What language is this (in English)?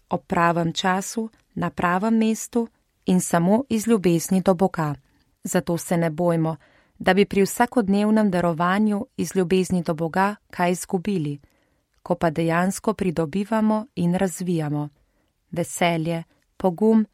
Slovenian